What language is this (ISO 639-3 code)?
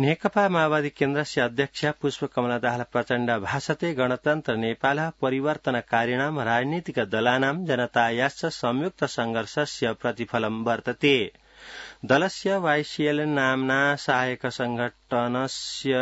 san